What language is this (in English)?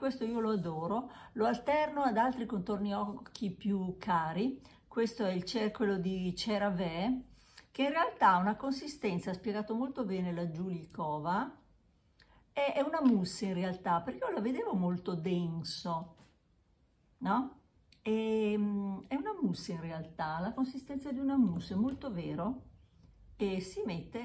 Italian